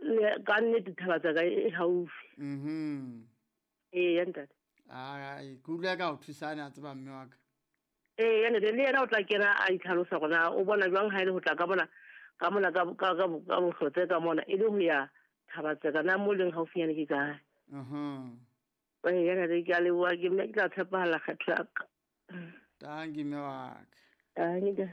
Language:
Southern Sotho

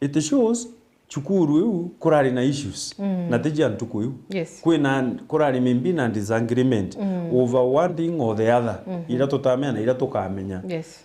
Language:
Meru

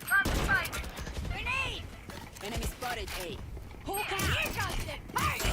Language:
Minangkabau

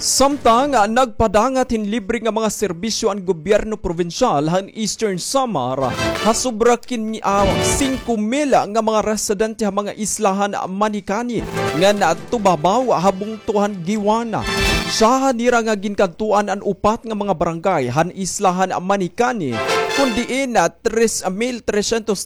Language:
Waray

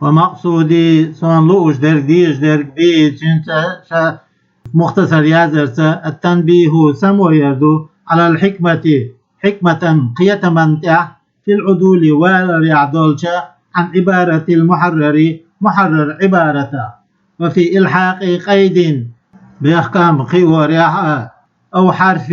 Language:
Chechen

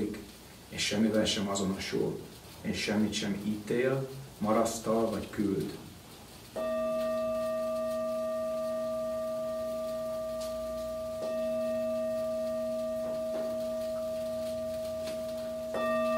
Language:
Hungarian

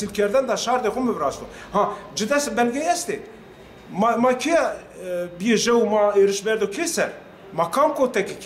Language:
Zaza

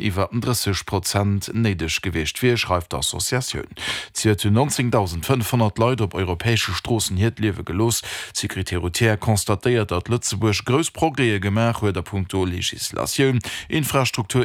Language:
Luxembourgish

